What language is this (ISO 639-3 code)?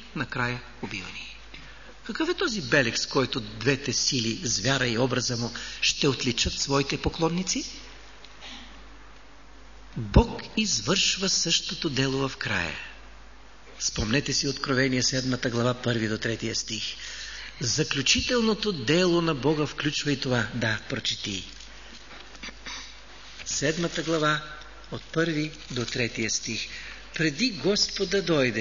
bul